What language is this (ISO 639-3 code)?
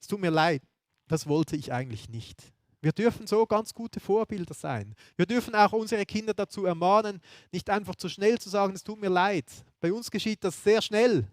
gsw